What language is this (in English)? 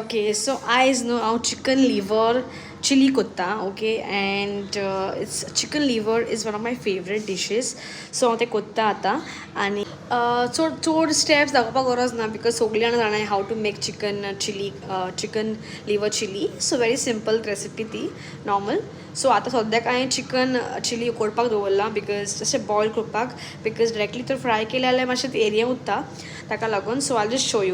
Konkani